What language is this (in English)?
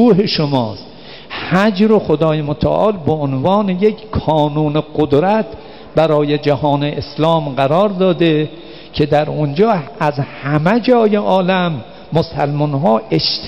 Persian